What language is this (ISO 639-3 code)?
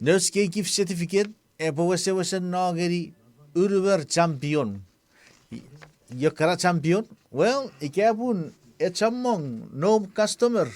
chk